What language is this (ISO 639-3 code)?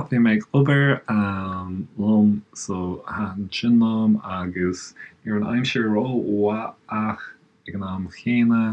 gle